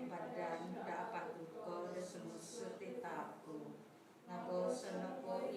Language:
Central Dusun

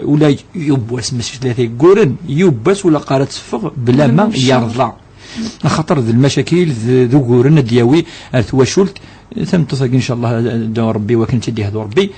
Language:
Kabyle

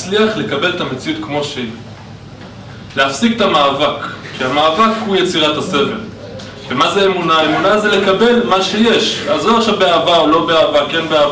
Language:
Hebrew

